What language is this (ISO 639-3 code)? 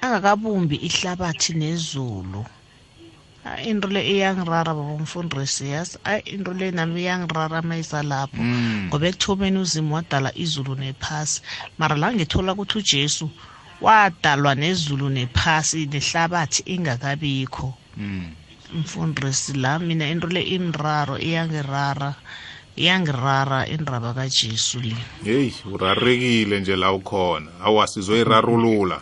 nbl